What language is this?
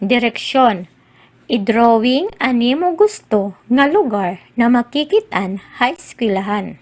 Waray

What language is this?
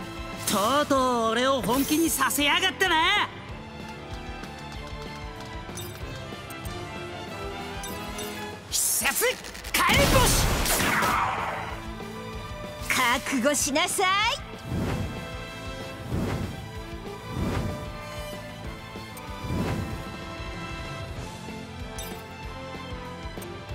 Japanese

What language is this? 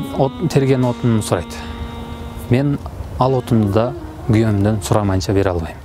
Kyrgyz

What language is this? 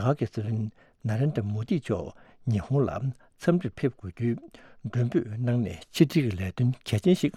Tibetan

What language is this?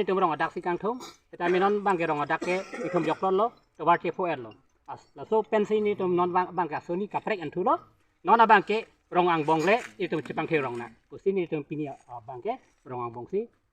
Karbi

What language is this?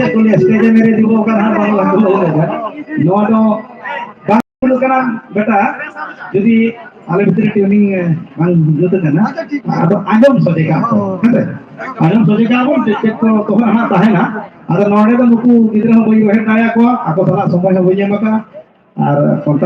Santali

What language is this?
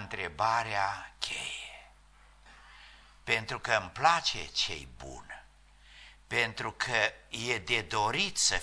Romanian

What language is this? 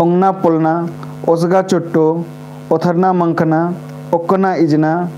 Kurukh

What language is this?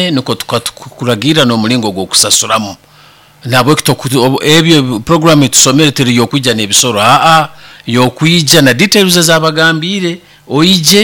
Nyoro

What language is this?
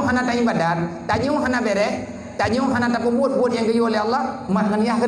Achinese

